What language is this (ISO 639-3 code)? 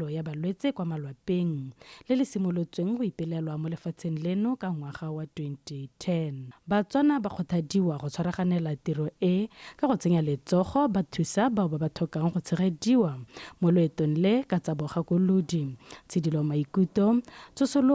tsn